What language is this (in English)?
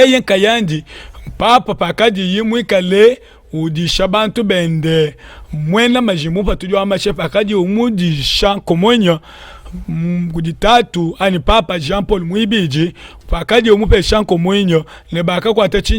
Luba-Lulua